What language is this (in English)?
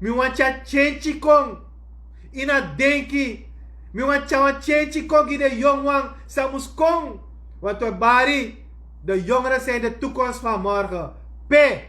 Sranan Tongo